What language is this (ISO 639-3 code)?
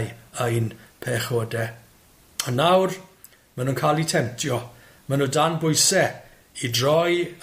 cym